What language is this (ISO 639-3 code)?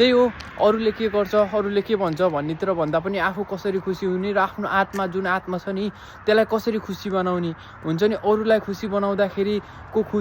nep